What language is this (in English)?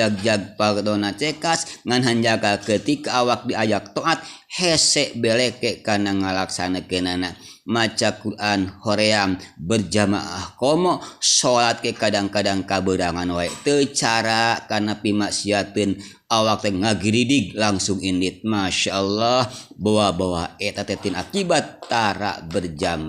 Sundanese